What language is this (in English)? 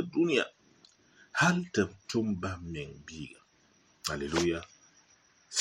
Mossi